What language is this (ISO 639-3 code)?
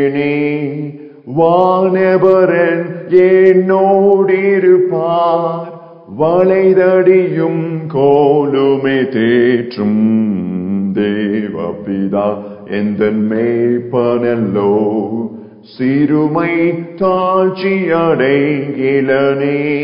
tam